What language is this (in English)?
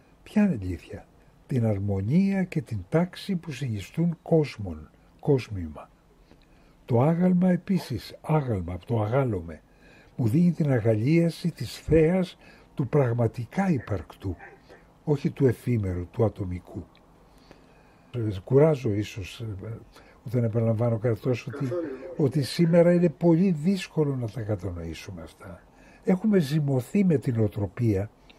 Greek